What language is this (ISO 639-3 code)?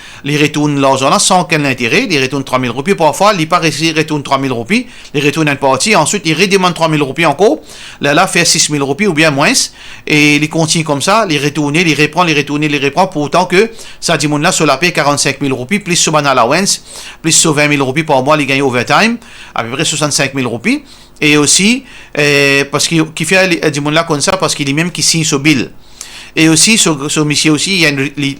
mfe